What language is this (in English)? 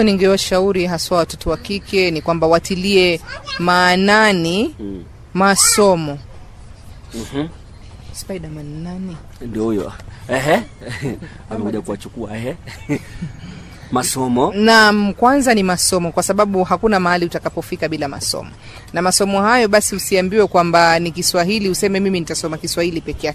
Swahili